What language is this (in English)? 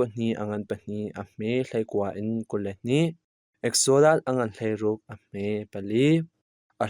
Hakha Chin